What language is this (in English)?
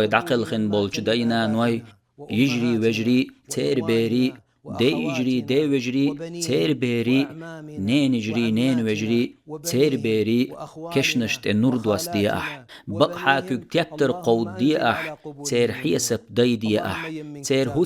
Chechen